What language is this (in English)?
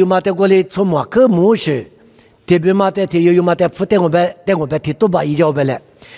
Lisu